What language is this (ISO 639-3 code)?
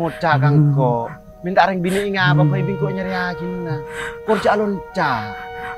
mad